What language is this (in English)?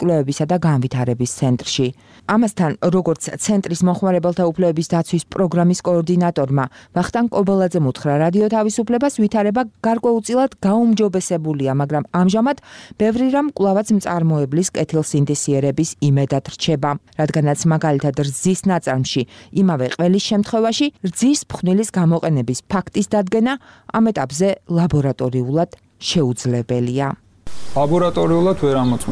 Georgian